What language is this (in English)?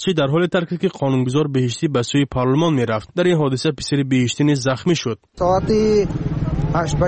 Persian